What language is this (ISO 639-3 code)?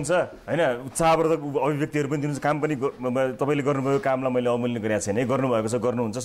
nep